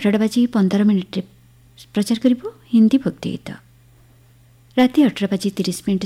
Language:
Odia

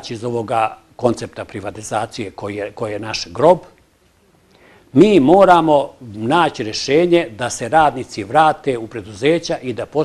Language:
Bosnian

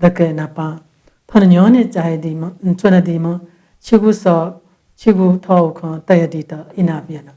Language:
Newari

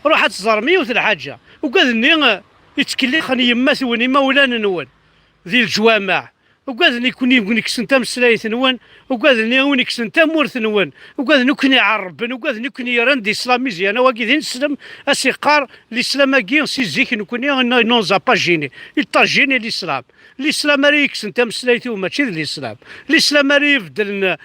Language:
Kabyle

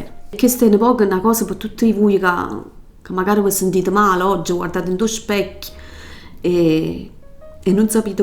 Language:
Neapolitan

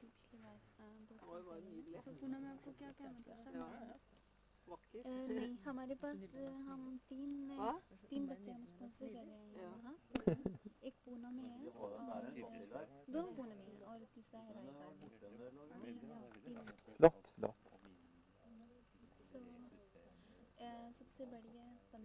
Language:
Norwegian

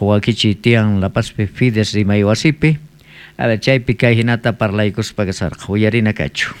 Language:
South Bolivian Quechua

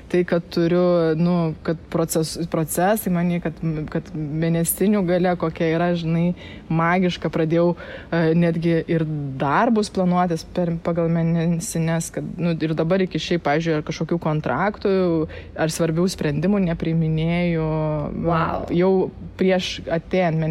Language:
Lithuanian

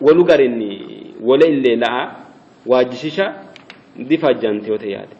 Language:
Sidamo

